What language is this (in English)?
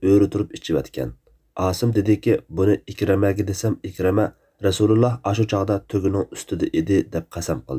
Uyghur